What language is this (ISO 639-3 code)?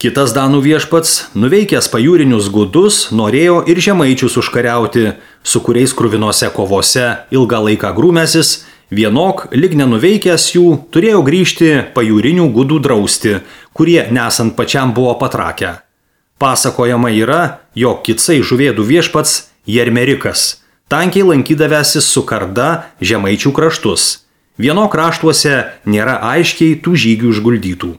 lit